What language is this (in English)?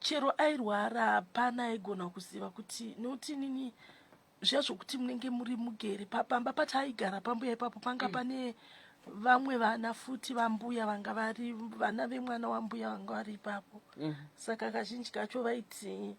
Shona